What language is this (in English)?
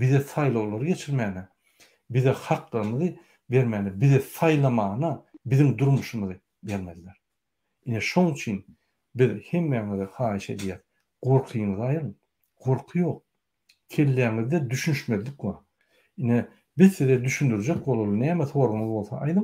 Turkmen